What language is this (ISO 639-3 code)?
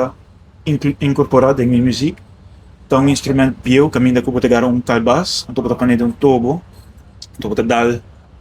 pap